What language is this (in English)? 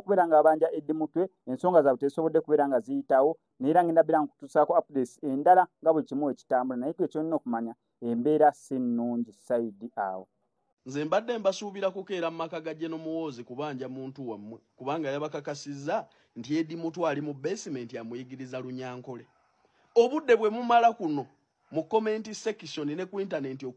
Ganda